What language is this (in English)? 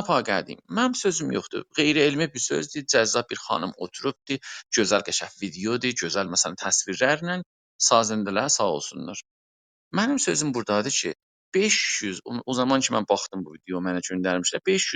South Azerbaijani